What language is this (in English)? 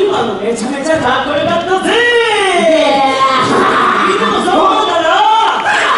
Japanese